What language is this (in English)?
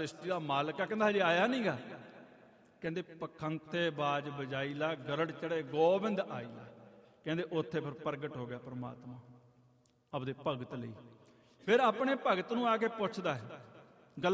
Punjabi